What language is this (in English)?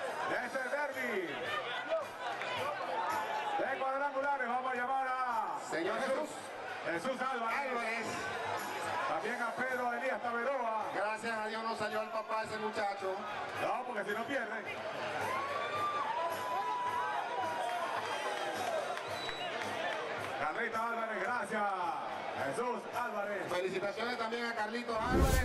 Spanish